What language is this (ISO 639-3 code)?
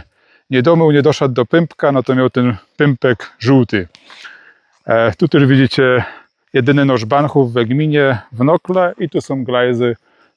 szl